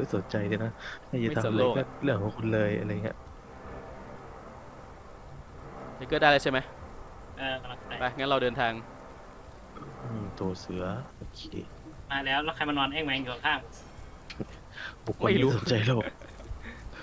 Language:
Thai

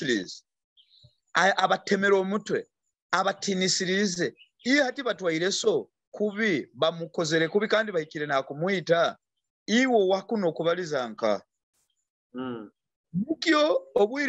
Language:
Nyoro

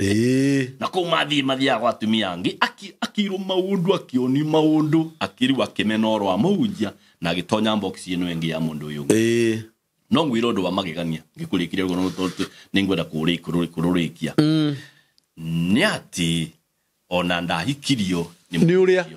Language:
Kikuyu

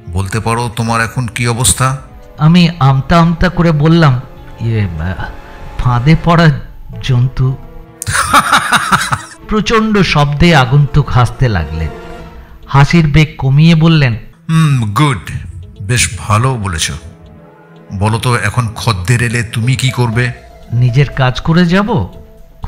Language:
Bangla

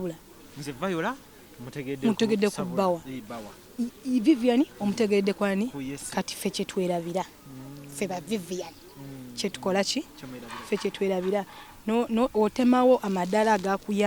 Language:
Ganda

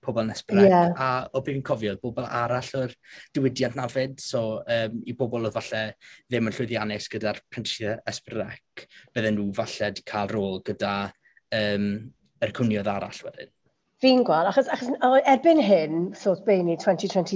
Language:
Welsh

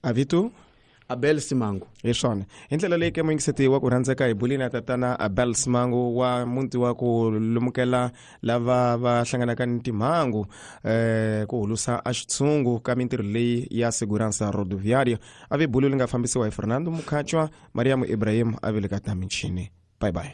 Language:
Tsonga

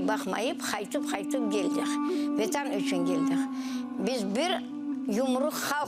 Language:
Crimean Tatar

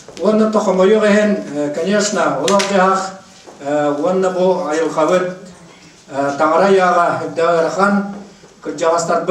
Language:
Yakut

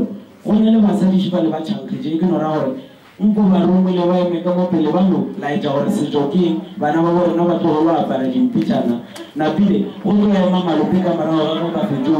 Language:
Northern Sotho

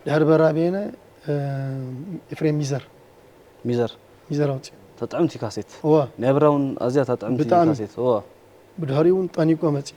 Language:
Tigrinya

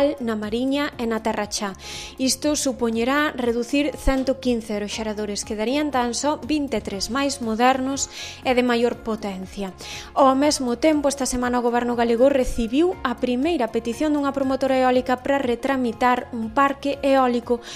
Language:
Galician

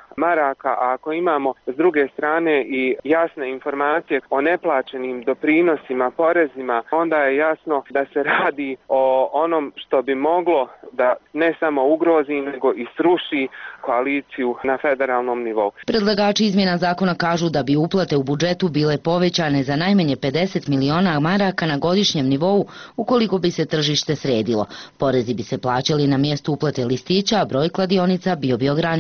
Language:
Bosnian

